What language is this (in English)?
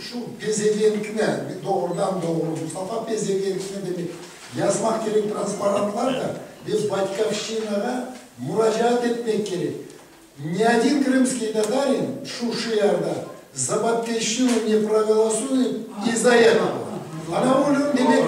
Crimean Tatar